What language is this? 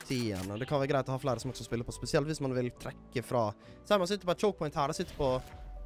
Norwegian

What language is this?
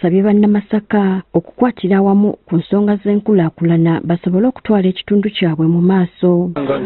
Ganda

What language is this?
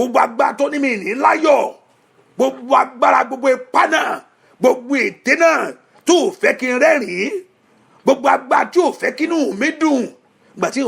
Yoruba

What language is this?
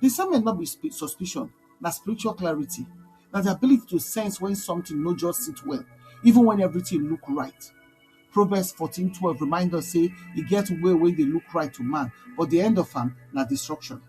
Nigerian Pidgin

